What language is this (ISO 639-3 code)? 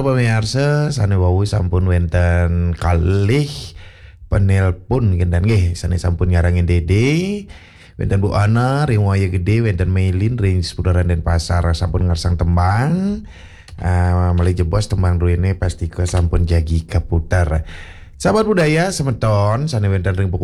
ban